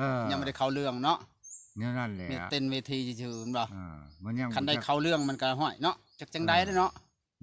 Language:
Lao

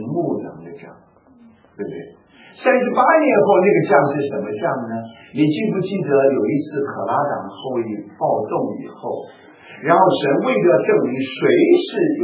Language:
Chinese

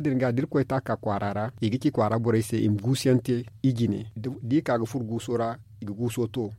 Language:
Zarma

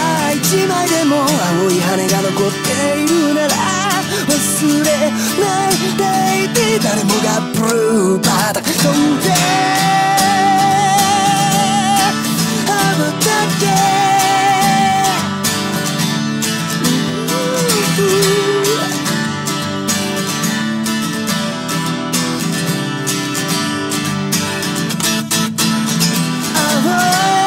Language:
Japanese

